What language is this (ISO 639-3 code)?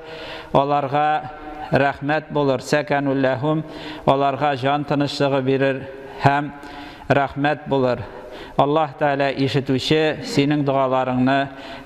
tat